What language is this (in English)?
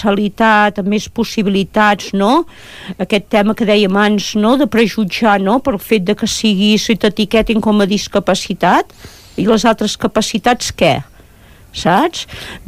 Catalan